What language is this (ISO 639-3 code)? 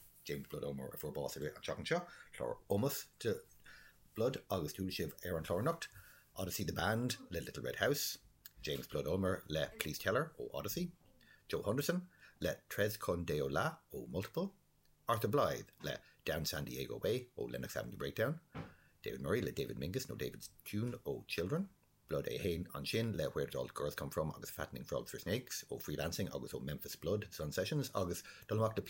gle